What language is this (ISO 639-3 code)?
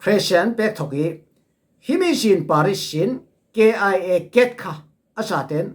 cfm